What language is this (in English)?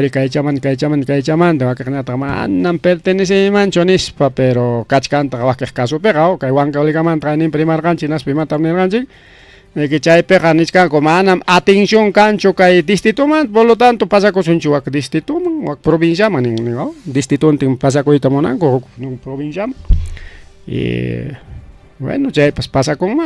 Ayacucho Quechua